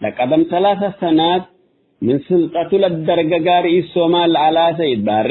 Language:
Tigre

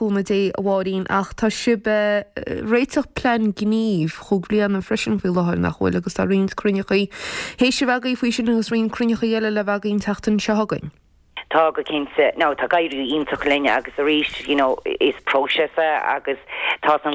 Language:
Irish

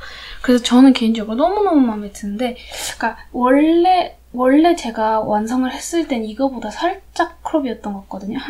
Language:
Korean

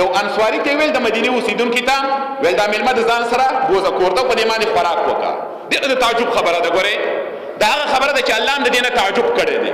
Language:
Pashto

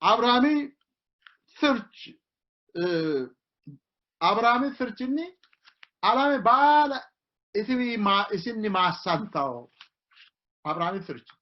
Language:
Sidamo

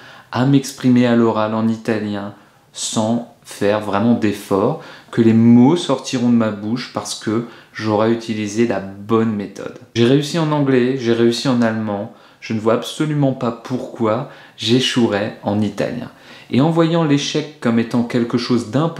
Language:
French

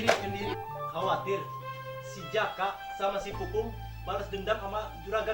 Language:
Betawi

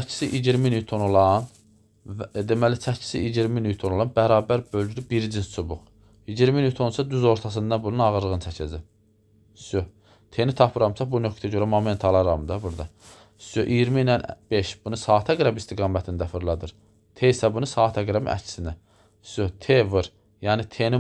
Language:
Azerbaijani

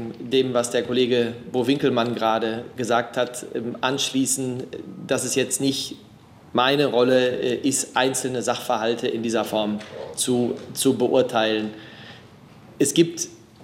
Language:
German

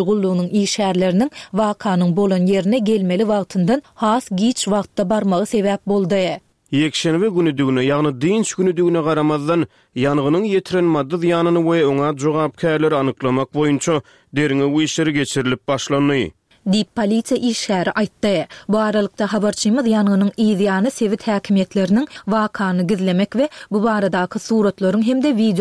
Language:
Turkmen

